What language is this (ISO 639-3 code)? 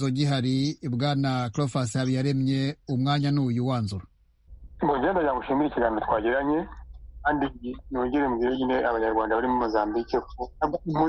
kin